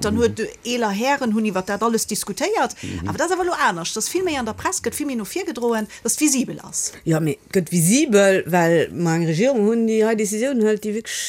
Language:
Luxembourgish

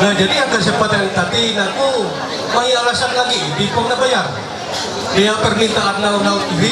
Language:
Ma'anyan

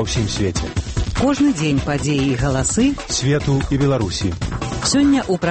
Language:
Belarusian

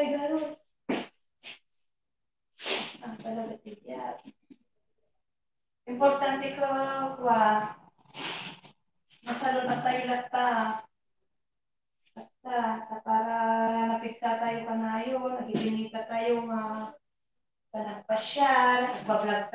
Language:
Filipino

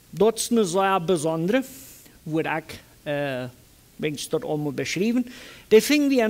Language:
Plautdietsch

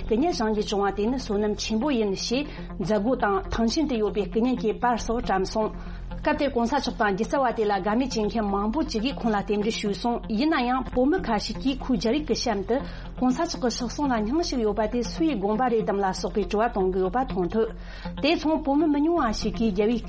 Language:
Tibetan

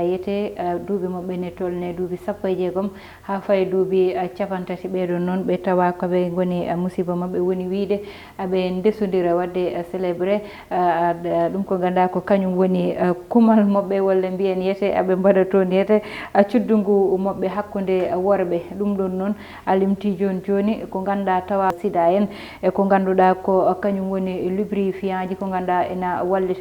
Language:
Fula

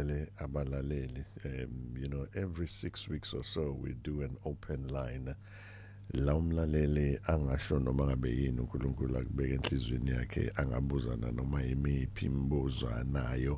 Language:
Zulu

